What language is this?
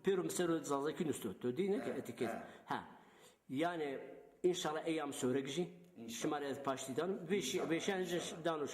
Zaza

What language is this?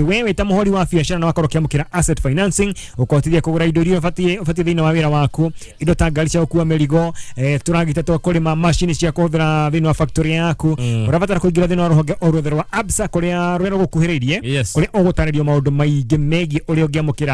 Kikuyu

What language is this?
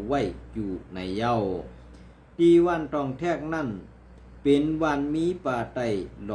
Shan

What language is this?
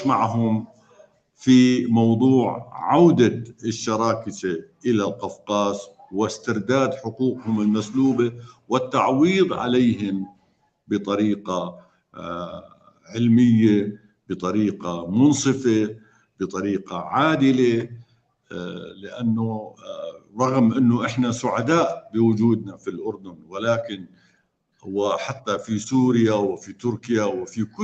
North Levantine Arabic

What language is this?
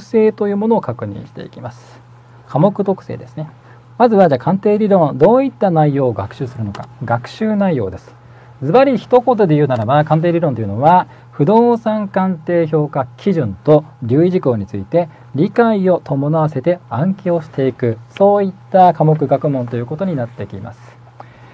Japanese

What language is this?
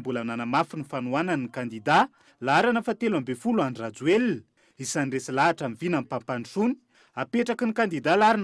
Malagasy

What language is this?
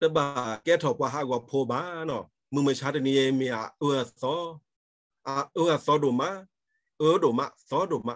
S'gaw Karen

